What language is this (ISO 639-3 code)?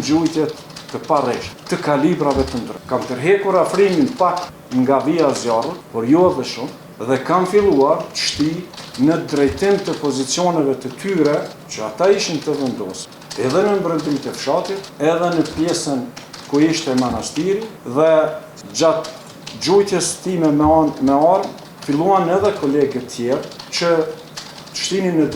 sqi